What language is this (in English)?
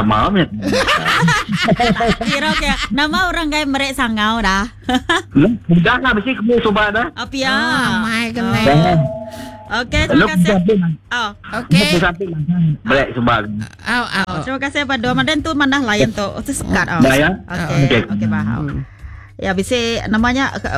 Iban